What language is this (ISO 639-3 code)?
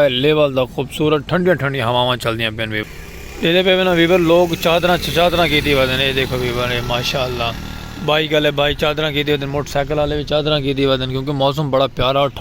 skr